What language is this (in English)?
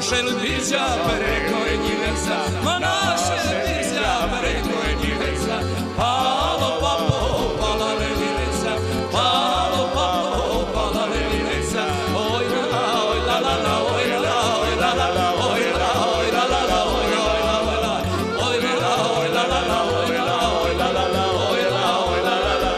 Croatian